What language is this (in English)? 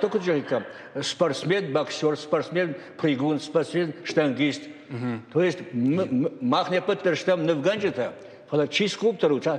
Ossetic